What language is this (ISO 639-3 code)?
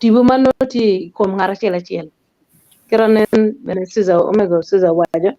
ach